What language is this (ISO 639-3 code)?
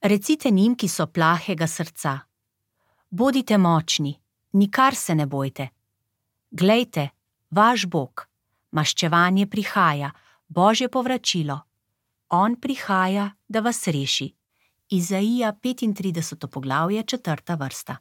slv